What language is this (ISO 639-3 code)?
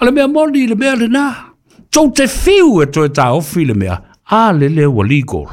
smo